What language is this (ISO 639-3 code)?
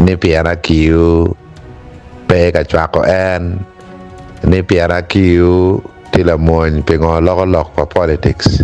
ach